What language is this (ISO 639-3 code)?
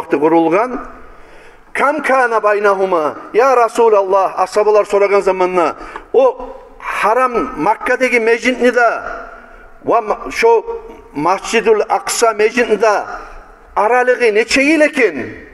kum